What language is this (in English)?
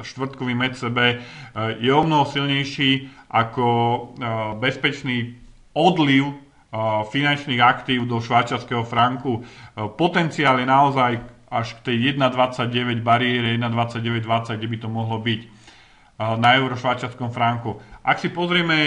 Slovak